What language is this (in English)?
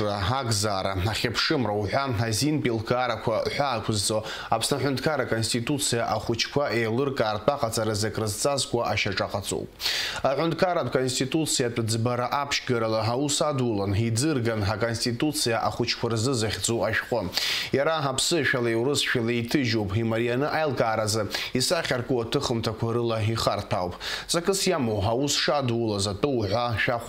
Abkhazian